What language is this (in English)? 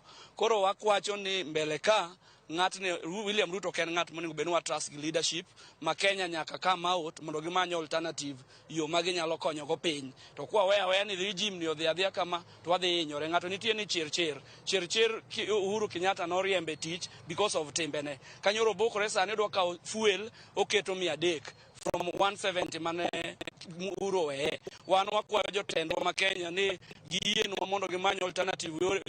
Luo (Kenya and Tanzania)